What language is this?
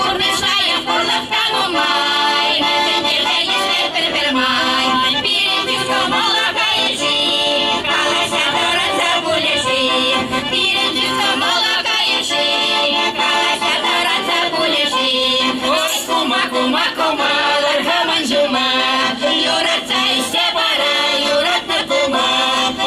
Chuvash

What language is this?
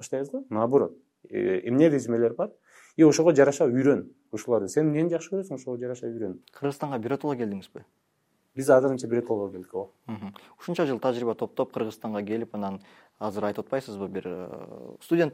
Kyrgyz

